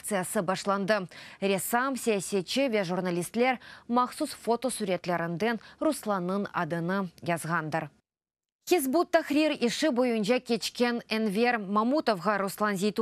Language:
Crimean Tatar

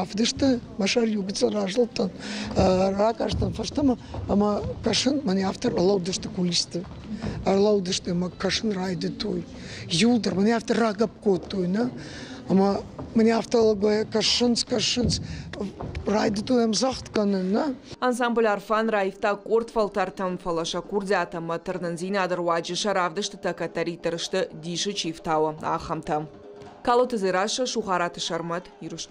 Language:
Ossetic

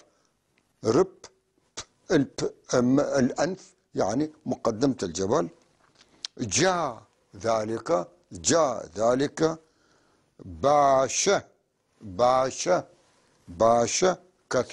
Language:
North Levantine Arabic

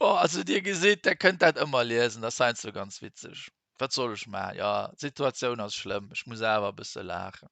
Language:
Luxembourgish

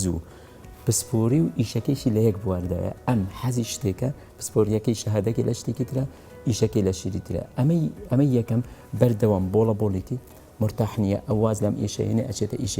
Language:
Central Kurdish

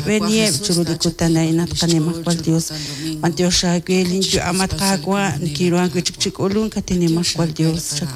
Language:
Kekchí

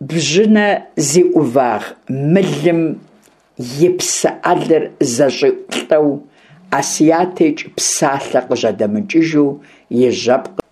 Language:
Kabardian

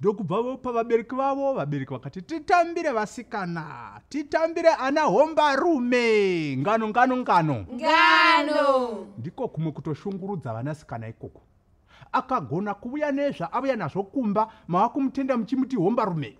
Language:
Shona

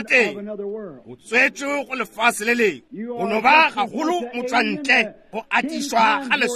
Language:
Northern Sotho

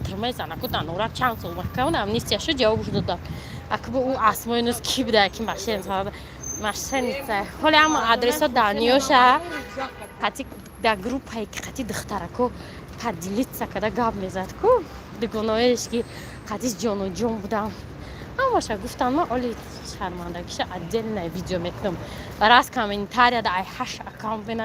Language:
Tajik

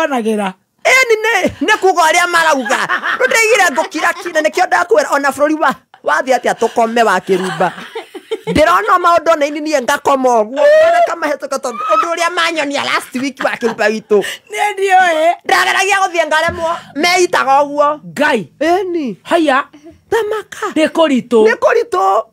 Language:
Kikuyu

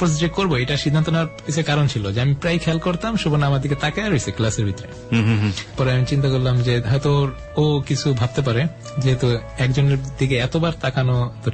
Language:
Bangla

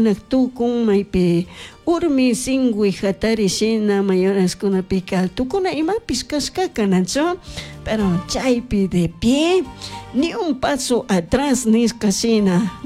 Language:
Chimborazo Highland Quichua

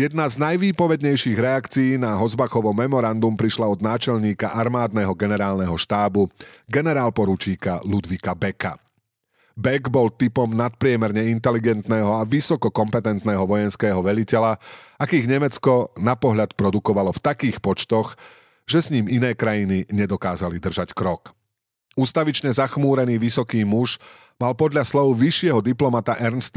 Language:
Slovak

